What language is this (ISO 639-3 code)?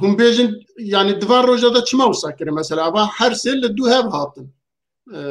kur